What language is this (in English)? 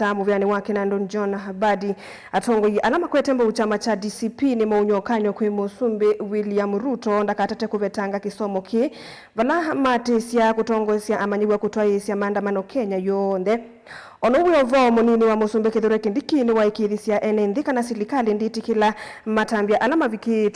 Kamba